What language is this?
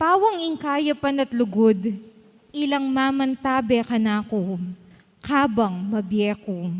Pampanga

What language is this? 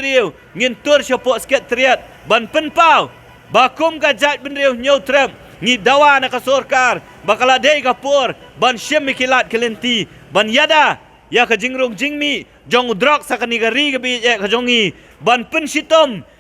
Khasi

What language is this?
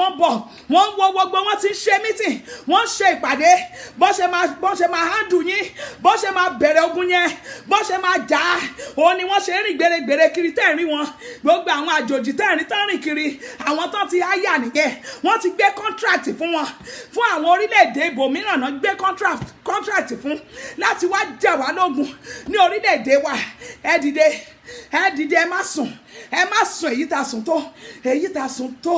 Yoruba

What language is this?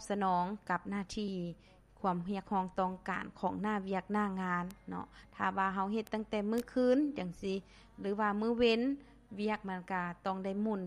Lao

